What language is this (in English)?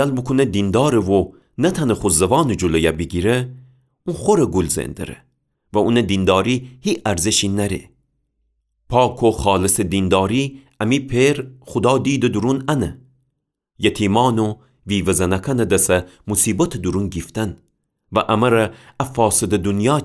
Gilaki